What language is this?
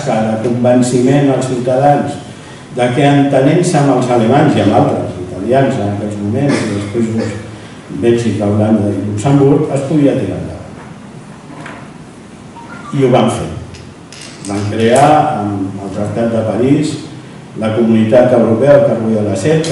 Catalan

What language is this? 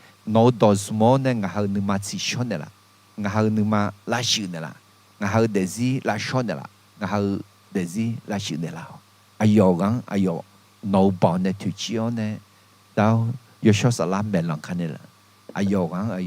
Akha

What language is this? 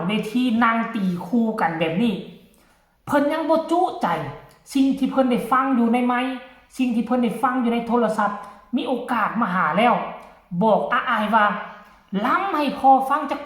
Northeastern Thai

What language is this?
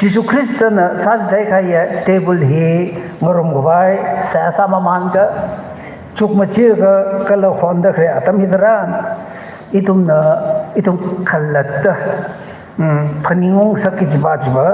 Tangkhul Naga (India)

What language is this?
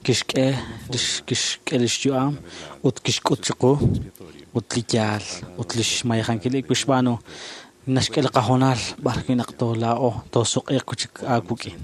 Kekchí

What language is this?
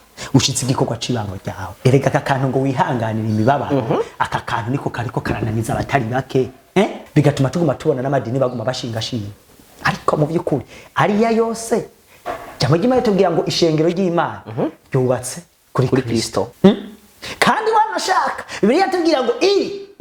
Rundi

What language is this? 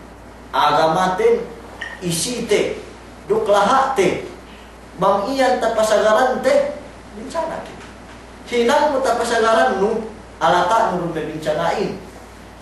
Yakan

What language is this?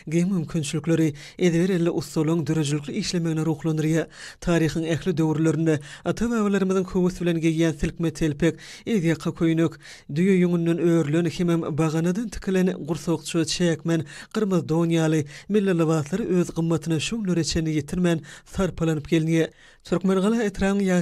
Turkmen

